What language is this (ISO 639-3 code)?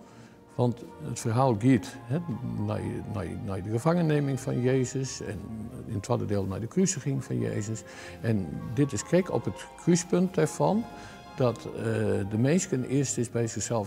fry